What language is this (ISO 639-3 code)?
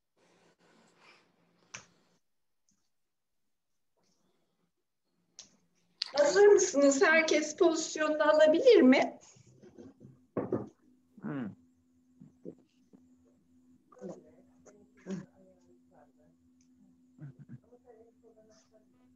tur